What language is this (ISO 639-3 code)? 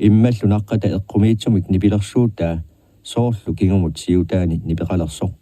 kal